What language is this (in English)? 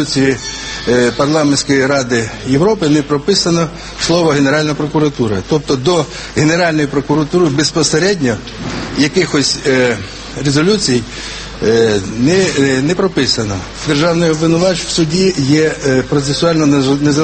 Ukrainian